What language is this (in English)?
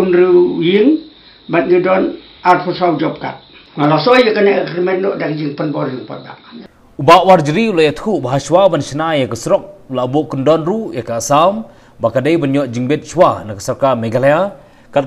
Khasi